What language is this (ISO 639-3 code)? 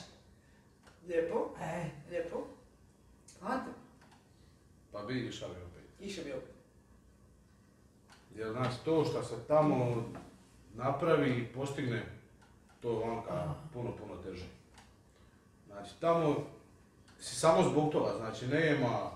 hrv